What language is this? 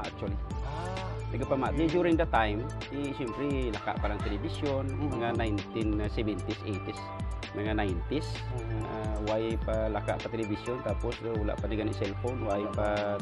Hiligaynon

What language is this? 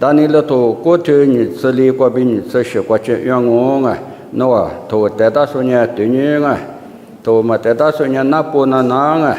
Lisu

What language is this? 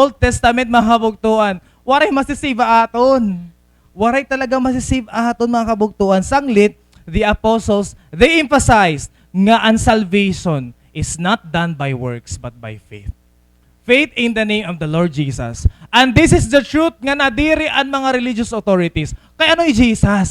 Waray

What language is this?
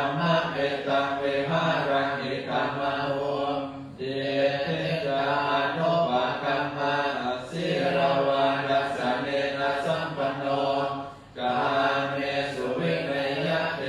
Pali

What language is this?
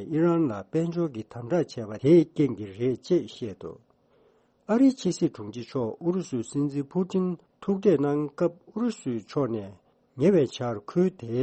Tibetan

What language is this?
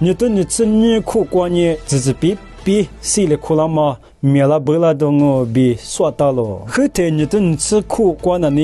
Lisu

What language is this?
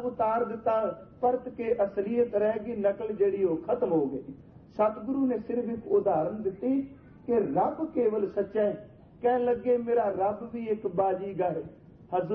Punjabi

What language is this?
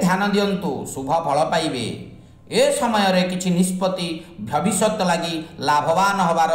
Odia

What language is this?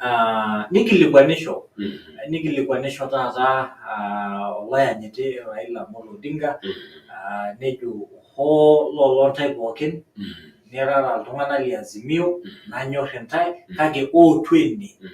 Masai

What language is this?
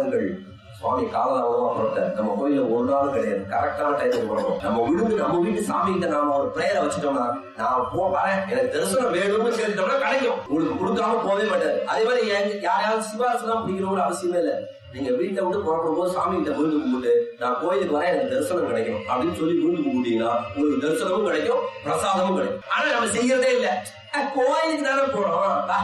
Tamil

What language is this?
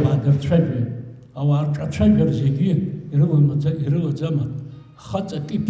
Abkhazian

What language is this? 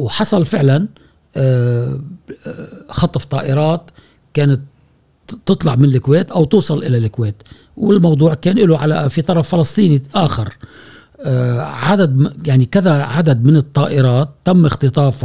Gulf Arabic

